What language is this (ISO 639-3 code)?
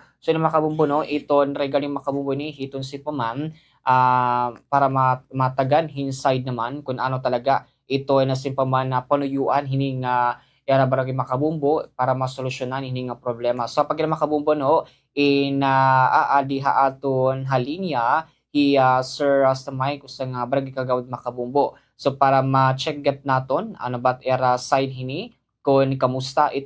war